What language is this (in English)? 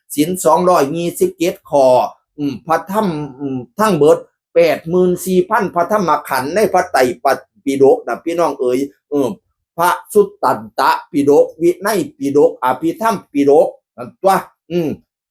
Northeastern Thai